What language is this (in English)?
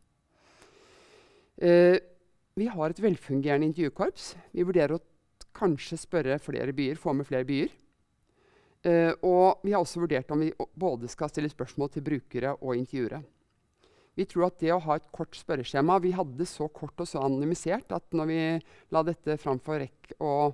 Norwegian